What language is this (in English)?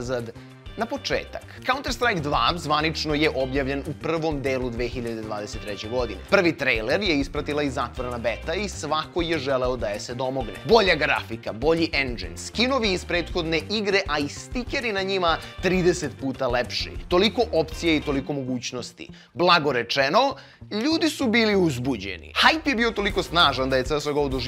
Serbian